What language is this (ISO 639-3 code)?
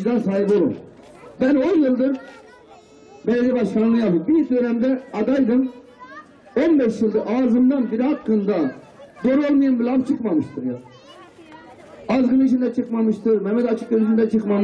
tur